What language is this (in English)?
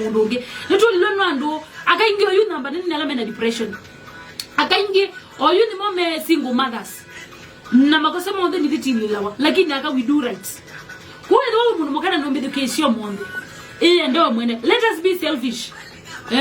Kamba